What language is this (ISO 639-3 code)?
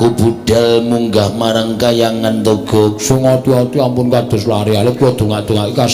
jav